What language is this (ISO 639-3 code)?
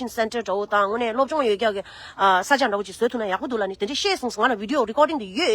bod